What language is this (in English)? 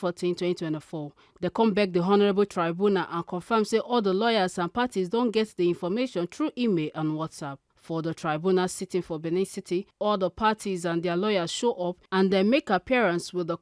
Nigerian Pidgin